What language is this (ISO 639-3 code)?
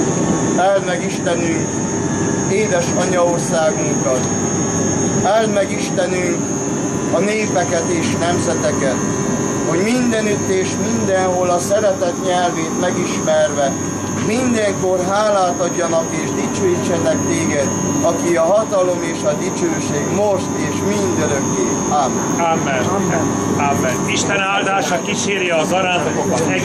hun